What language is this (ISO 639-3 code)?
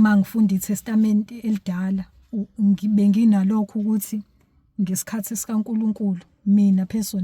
zul